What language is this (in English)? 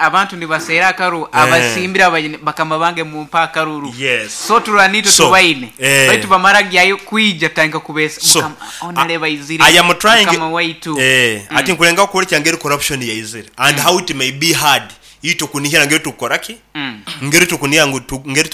Nyoro